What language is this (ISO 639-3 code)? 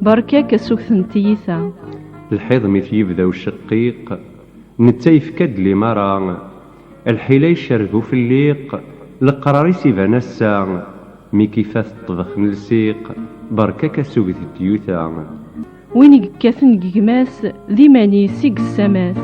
kab